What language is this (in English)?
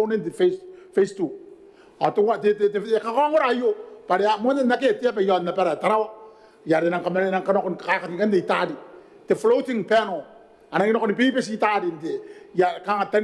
Gilbertese